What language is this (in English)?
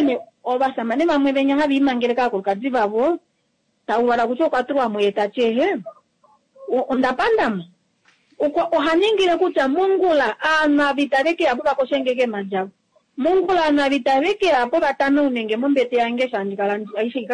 Kuanyama